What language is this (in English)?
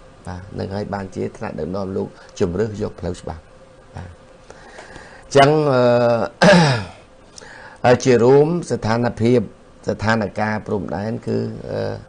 Khmer